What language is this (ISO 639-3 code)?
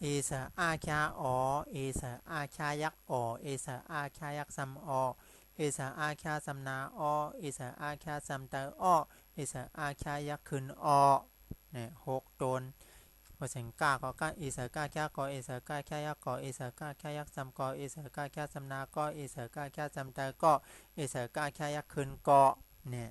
shn